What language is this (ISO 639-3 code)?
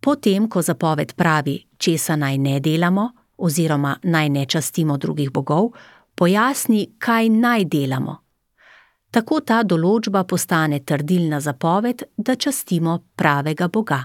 slv